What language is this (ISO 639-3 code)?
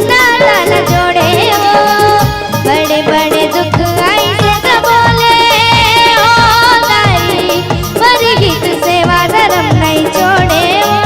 hne